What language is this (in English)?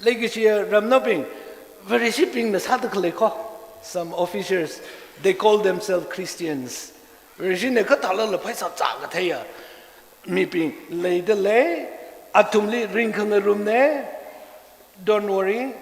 Tangkhul Naga (India)